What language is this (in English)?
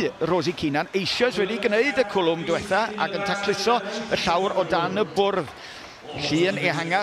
Welsh